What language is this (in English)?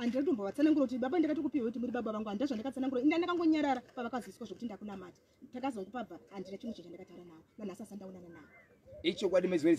Shona